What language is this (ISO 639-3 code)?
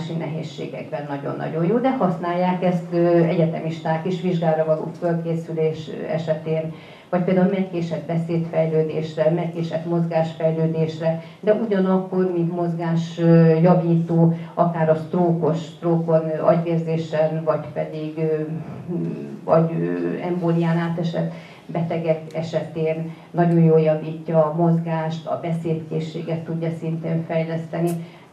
hun